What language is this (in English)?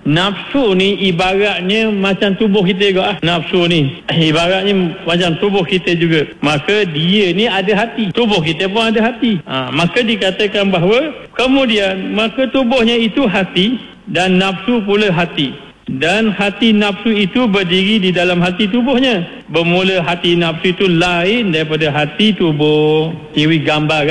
Malay